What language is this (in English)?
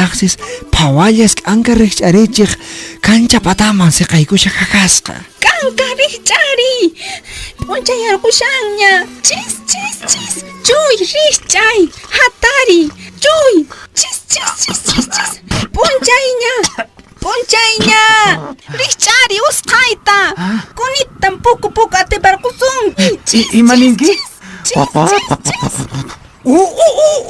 Quechua